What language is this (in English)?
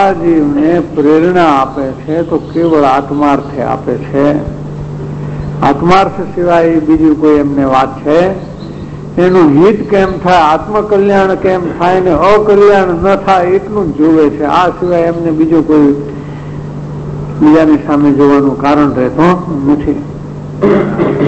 Gujarati